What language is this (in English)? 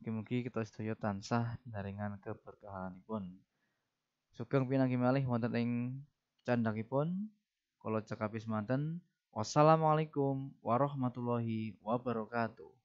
Javanese